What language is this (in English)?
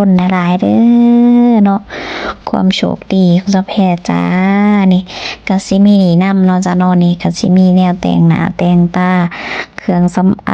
Lao